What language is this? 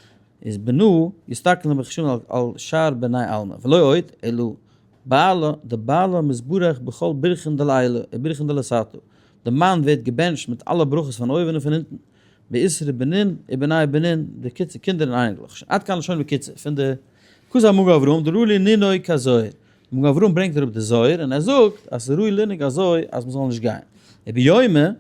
Yiddish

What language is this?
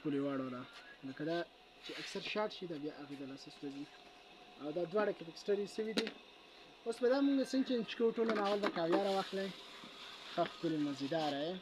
Pashto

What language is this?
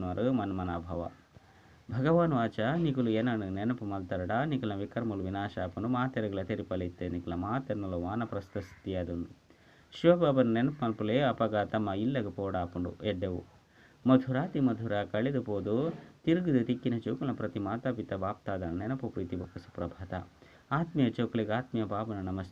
Tulu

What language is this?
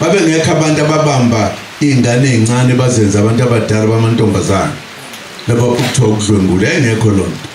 Zulu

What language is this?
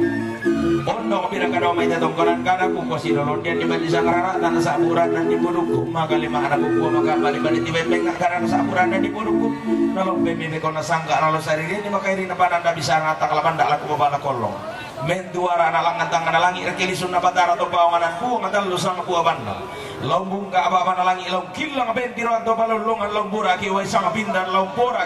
Toraja-Sa'dan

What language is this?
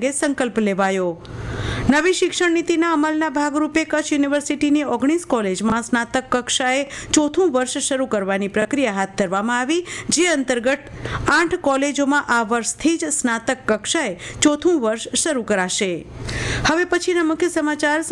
Gujarati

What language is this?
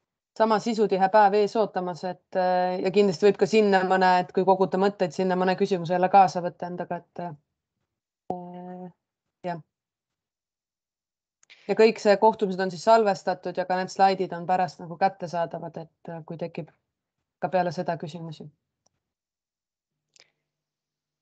Estonian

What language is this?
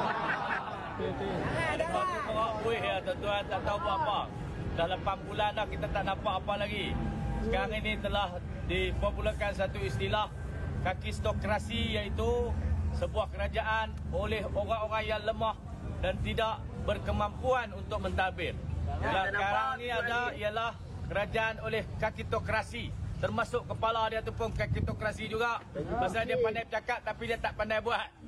Malay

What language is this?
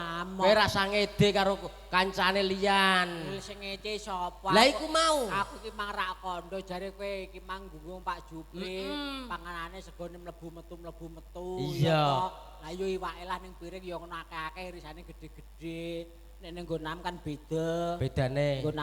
Javanese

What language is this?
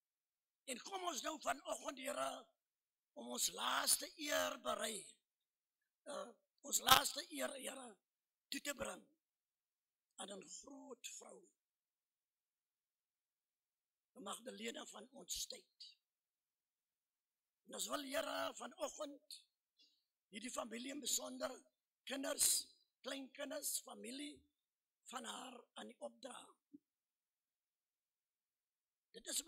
Afrikaans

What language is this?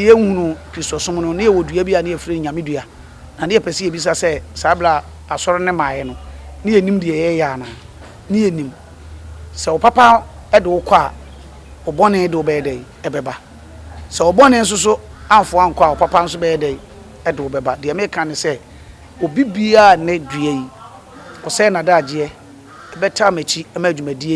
Akan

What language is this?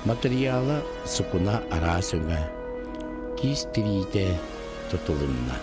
Yakut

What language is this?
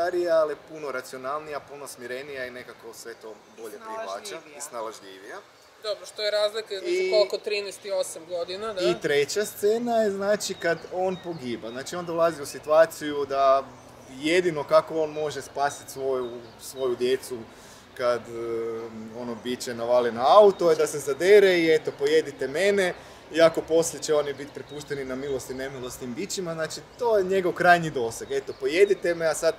Croatian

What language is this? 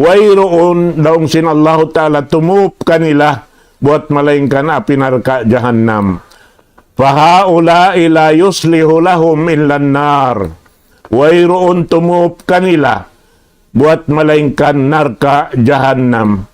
Tausug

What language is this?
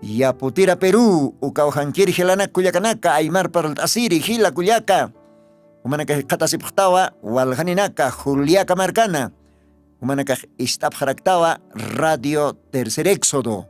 Aymara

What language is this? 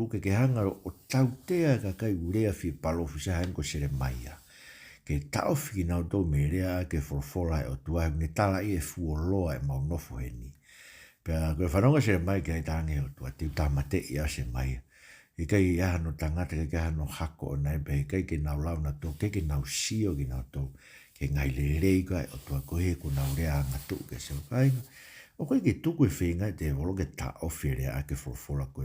Tongan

